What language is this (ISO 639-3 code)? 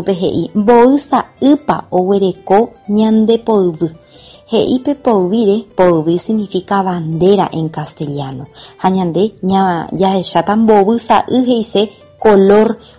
grn